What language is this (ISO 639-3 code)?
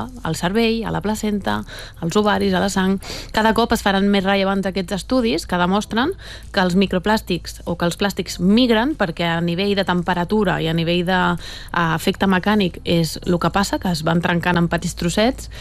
cat